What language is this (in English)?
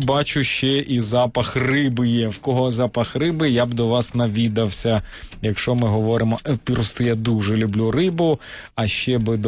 Ukrainian